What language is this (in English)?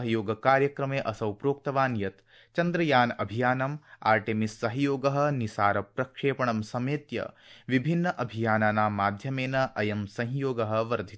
Sanskrit